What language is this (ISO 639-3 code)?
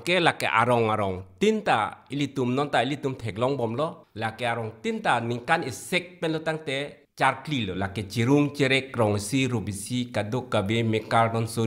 mjw